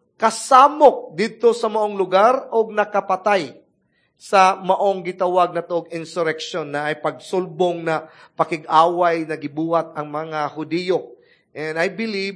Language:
Cebuano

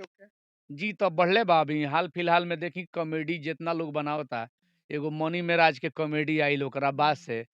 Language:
Bhojpuri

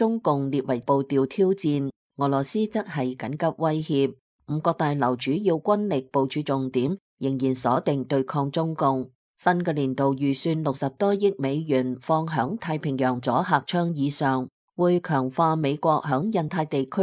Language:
Cantonese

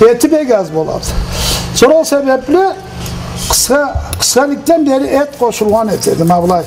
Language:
Karachay-Balkar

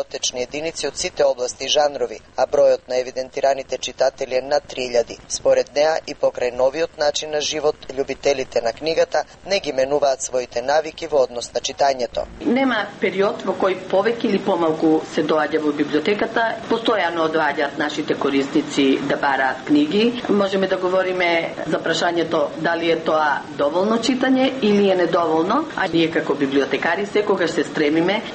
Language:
Macedonian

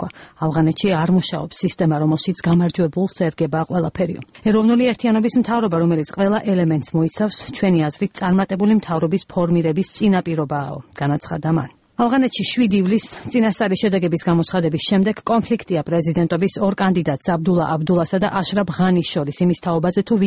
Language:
Georgian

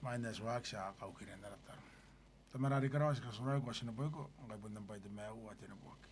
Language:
Gilbertese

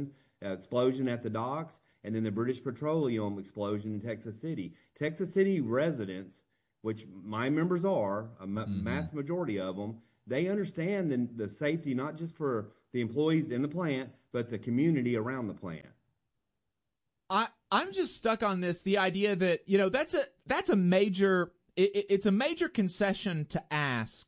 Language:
English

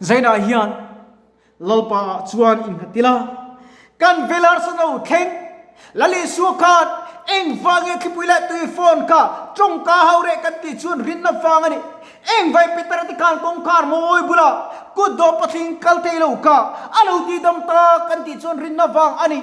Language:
Mizo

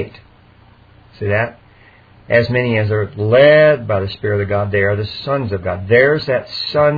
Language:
English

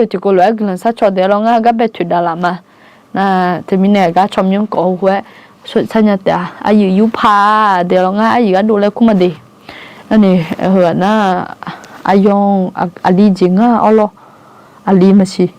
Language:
Akha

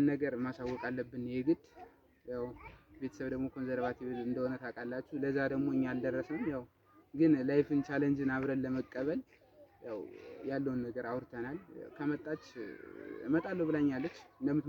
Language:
Amharic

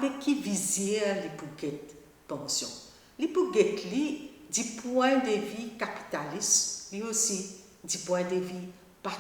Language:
Morisyen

